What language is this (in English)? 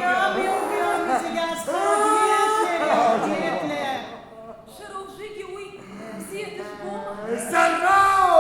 Abkhazian